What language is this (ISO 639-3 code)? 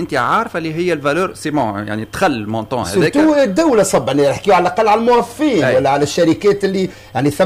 aeb